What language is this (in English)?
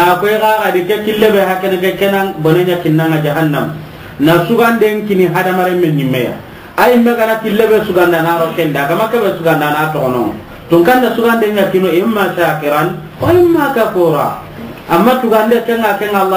Soninke